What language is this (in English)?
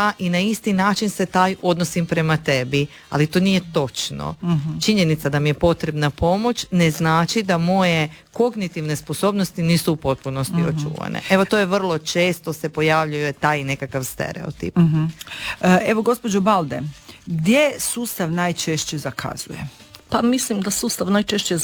Croatian